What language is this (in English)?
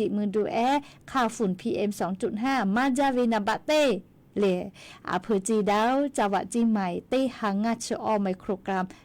Lahu